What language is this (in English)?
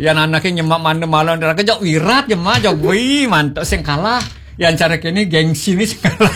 Balinese